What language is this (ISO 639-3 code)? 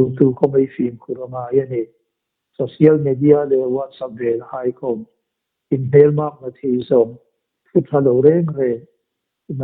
hmr